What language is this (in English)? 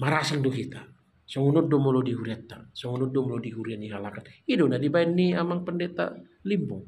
Batak Toba